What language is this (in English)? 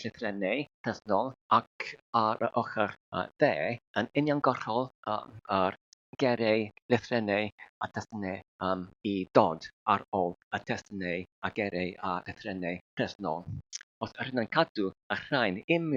Welsh